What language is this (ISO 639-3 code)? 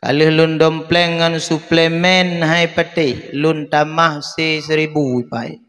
ace